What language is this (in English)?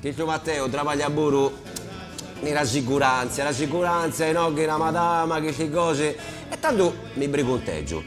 Sardinian